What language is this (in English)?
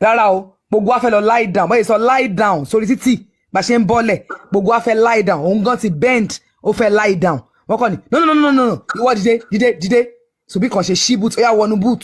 Yoruba